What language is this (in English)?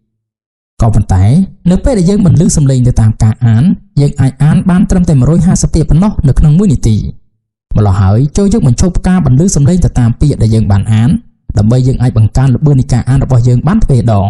Khmer